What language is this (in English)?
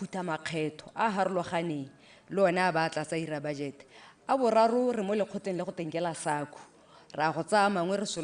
Tswana